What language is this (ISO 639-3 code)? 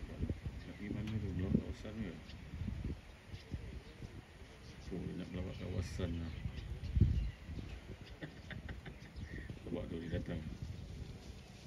msa